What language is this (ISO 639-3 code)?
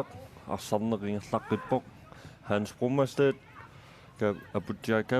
kal